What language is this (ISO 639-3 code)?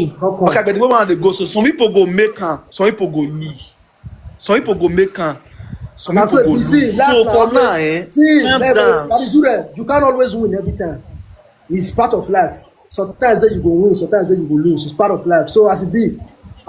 pcm